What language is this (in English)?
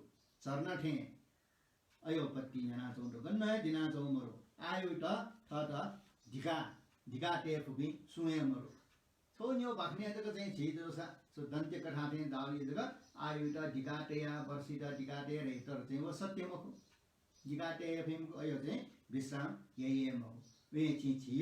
Newari